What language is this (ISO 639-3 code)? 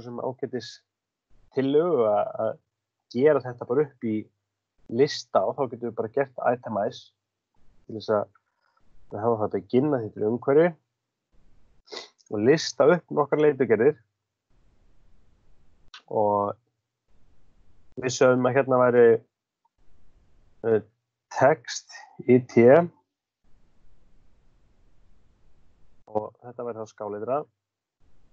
isl